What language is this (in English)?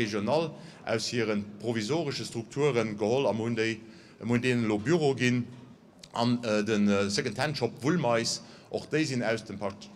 Luxembourgish